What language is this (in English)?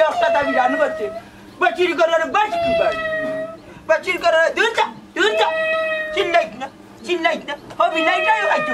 Sylheti